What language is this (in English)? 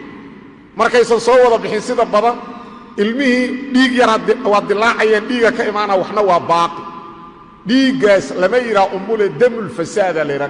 Somali